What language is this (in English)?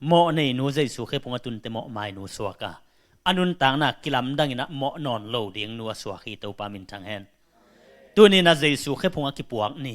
Tedim Chin